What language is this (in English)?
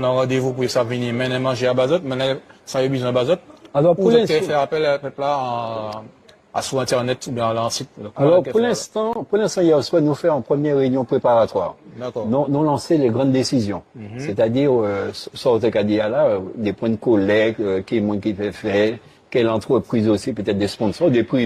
Guadeloupean Creole French